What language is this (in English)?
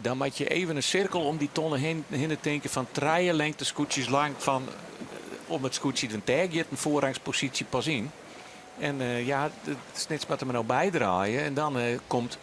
Western Frisian